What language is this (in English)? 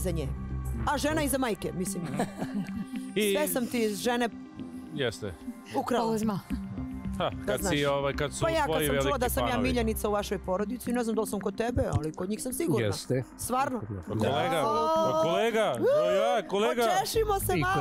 Serbian